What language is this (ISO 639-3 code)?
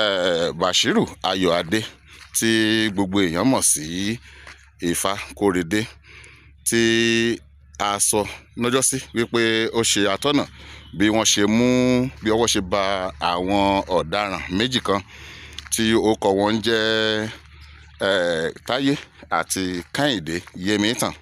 yor